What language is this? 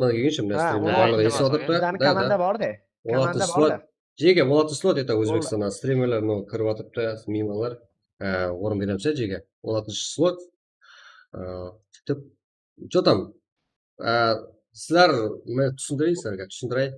Kara-Kalpak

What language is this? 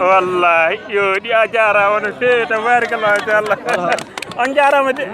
Fula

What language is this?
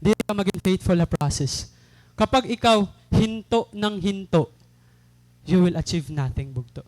Waray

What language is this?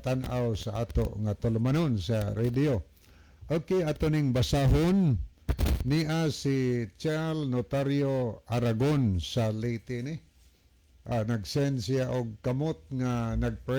Cebuano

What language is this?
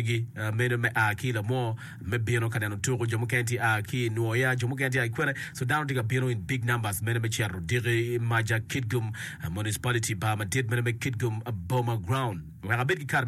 Acoli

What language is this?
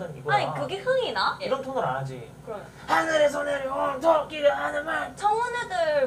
Korean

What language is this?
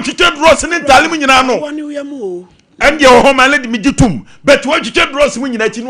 Akan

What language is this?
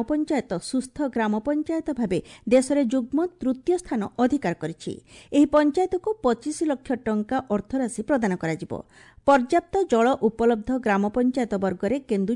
Odia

